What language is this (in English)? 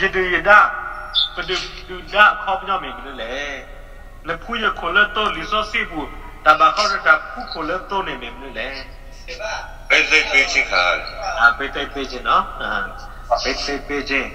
S'gaw Karen